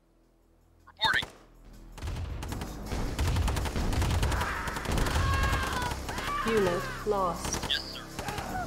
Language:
Russian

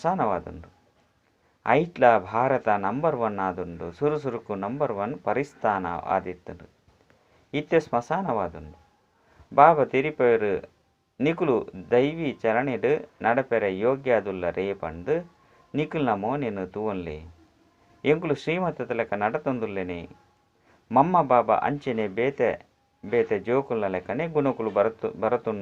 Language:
Tulu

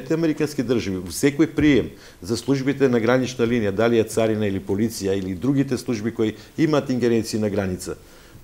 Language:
Macedonian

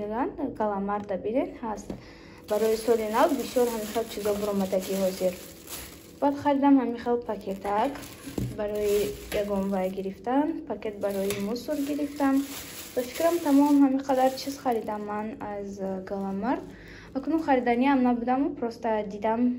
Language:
Tajik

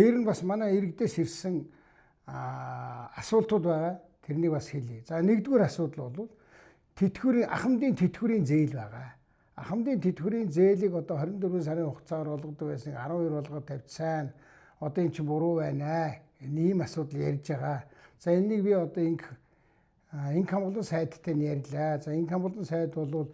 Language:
Mongolian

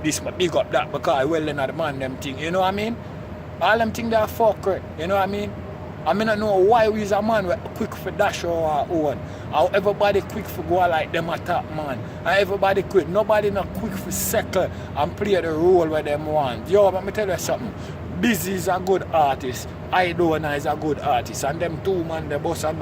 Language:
Jamaican Creole English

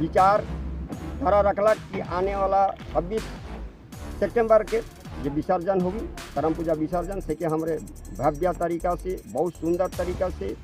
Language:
Sadri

